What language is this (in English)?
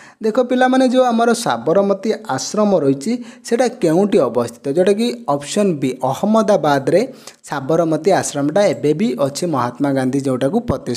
Odia